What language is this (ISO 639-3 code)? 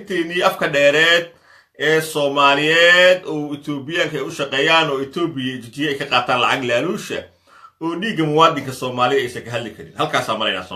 som